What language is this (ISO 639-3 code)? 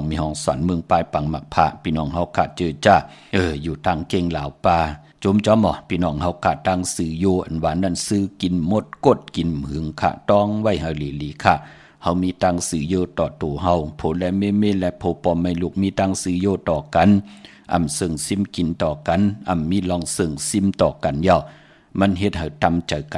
shn